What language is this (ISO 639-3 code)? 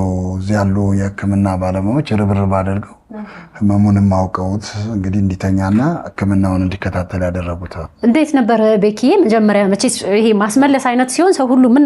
amh